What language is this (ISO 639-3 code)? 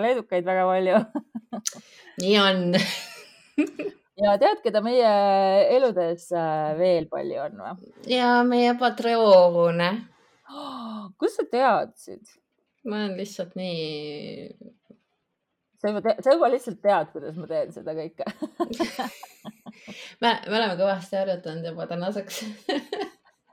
est